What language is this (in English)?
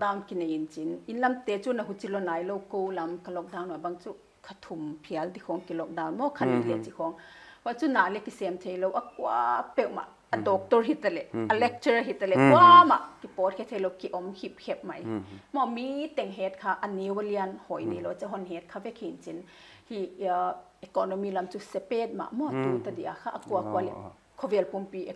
Paite Chin